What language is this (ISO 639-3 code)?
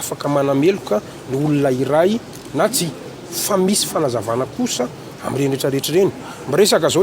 mlg